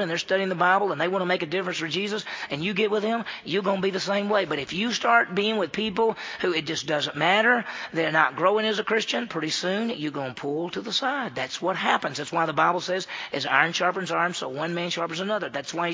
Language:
English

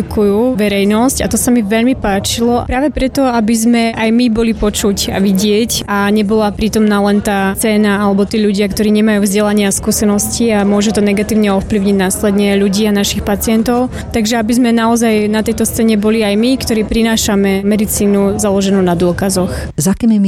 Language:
Slovak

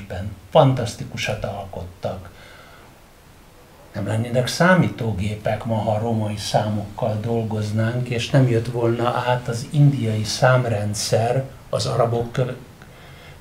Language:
Hungarian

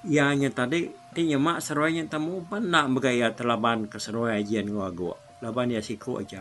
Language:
Iban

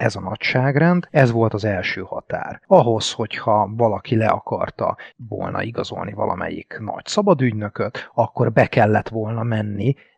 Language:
Hungarian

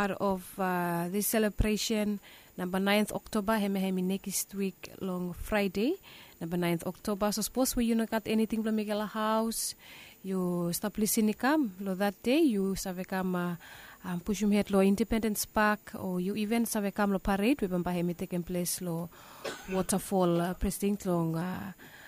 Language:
Bislama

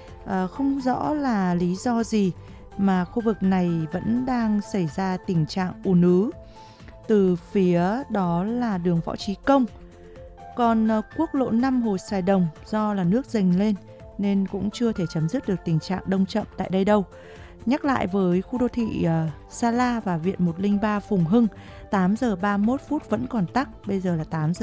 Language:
Vietnamese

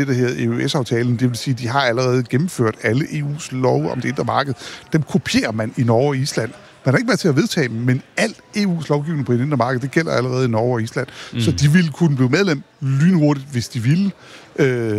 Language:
Danish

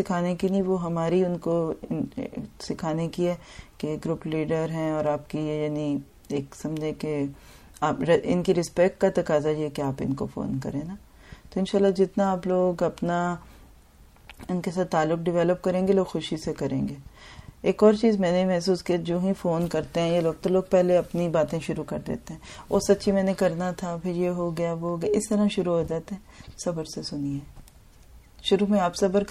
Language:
Urdu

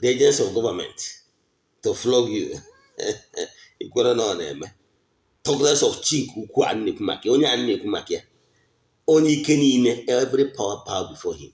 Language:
Igbo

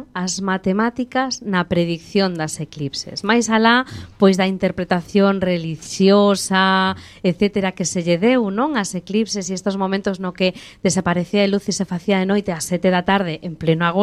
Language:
Galician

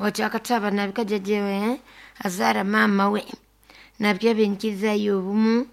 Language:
Nyoro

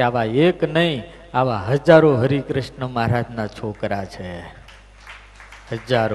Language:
Gujarati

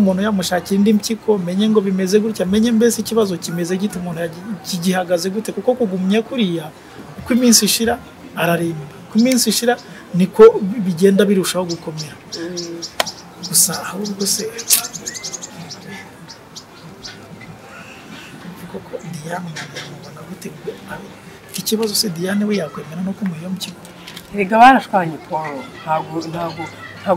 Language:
Kinyarwanda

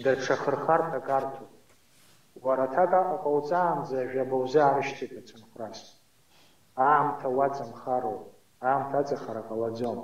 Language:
Abkhazian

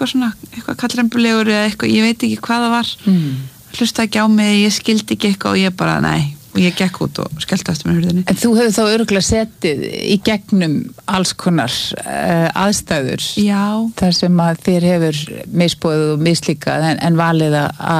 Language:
Icelandic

